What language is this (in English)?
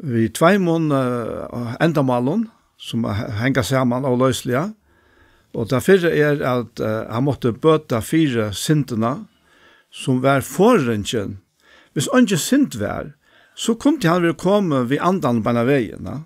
Faroese